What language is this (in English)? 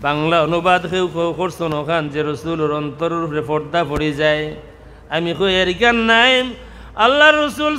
Sylheti